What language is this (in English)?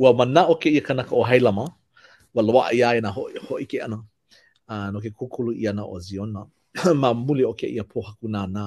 Hawaiian